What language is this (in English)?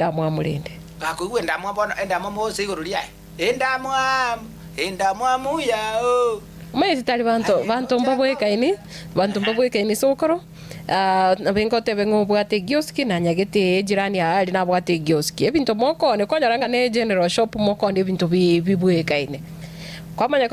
Gusii